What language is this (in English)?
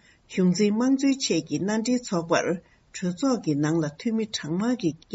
Tibetan